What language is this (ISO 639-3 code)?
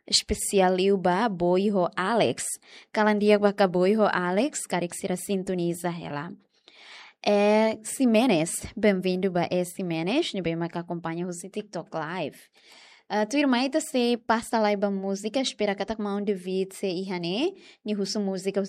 tet